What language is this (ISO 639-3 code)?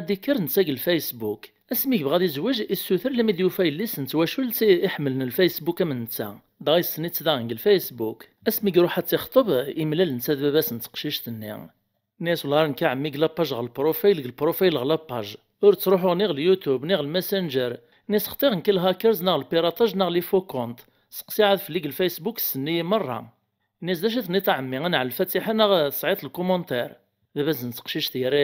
kab